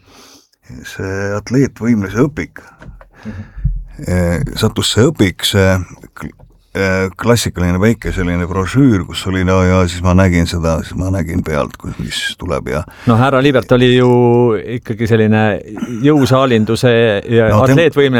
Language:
Estonian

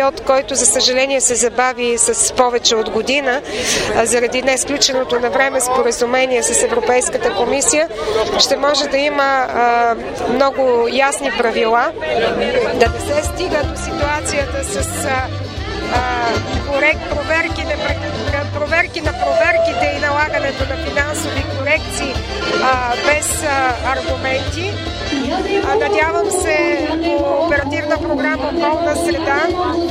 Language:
Bulgarian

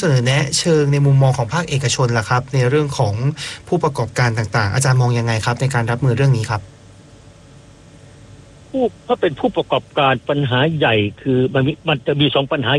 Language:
Thai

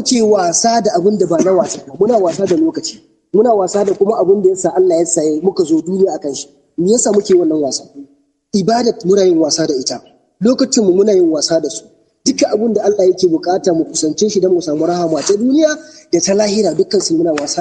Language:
Hausa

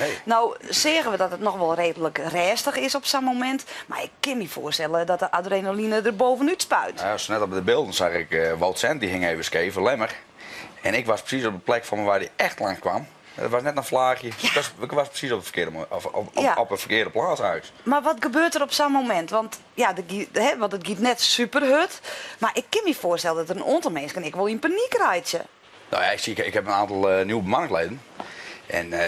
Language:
Western Frisian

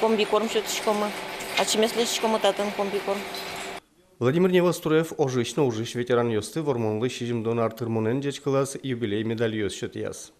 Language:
Udmurt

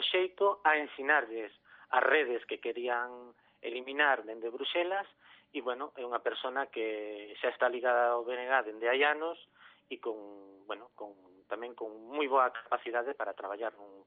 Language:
Galician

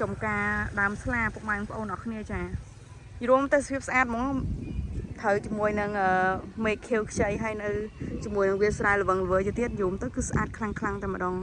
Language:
Khmer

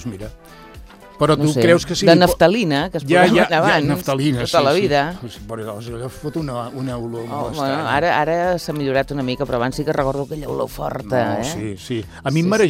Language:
Catalan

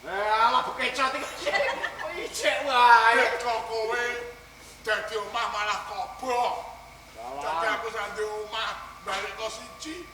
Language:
Javanese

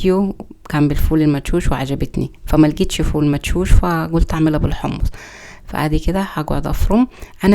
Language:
Egyptian Arabic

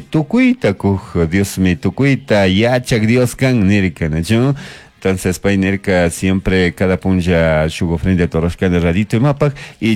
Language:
Chimborazo Highland Quichua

